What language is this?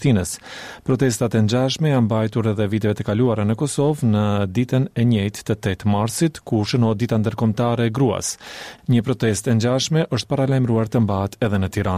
Albanian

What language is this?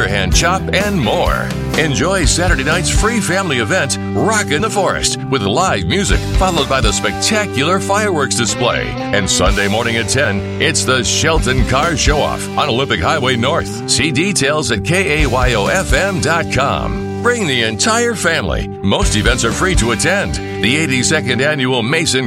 English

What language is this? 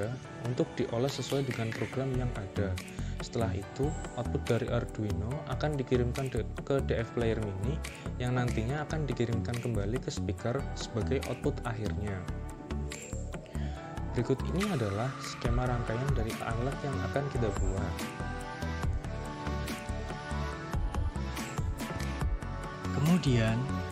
Indonesian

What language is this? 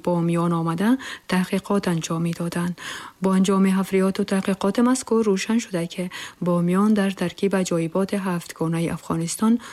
Tajik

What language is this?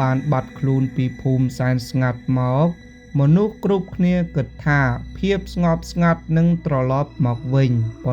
Khmer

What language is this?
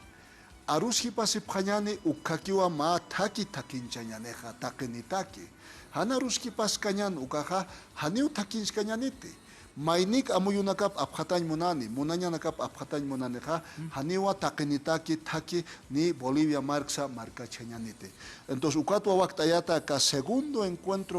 Aymara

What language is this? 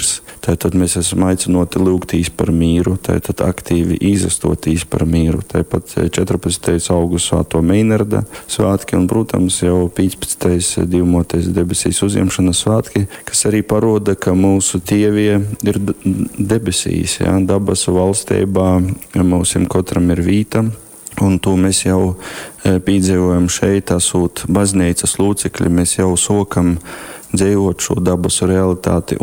Latgalian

